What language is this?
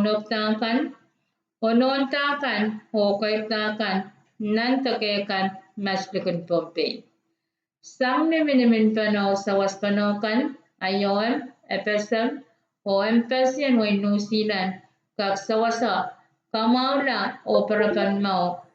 Pohnpeian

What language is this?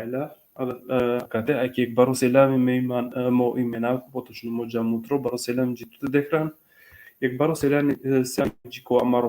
Balkan Romani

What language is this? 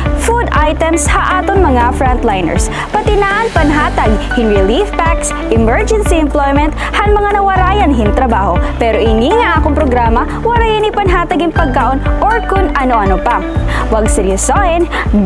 Waray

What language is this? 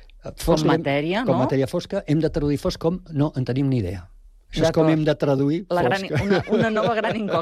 Catalan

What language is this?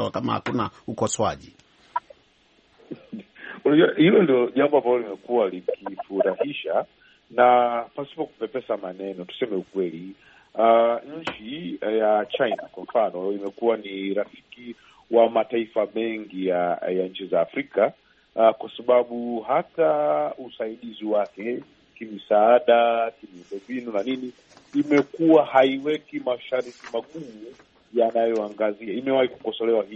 Swahili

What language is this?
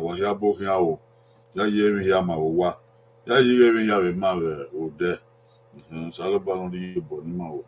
Bini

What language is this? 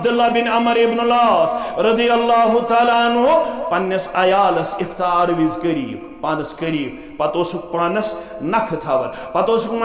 Kashmiri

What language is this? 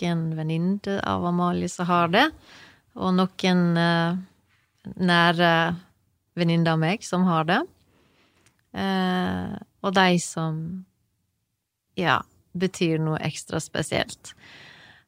Norwegian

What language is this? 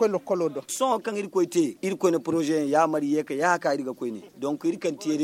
Zarma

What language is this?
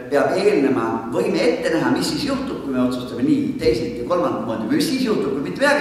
Estonian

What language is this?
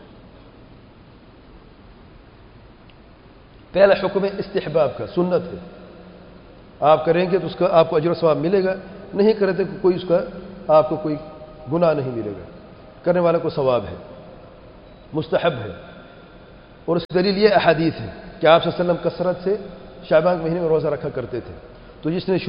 Urdu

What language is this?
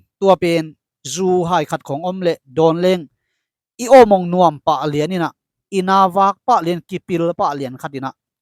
Tedim Chin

